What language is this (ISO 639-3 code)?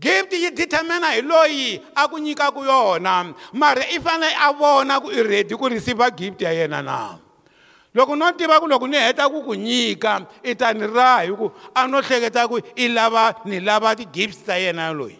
tso